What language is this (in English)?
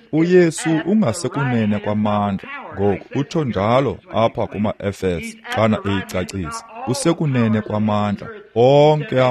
Xhosa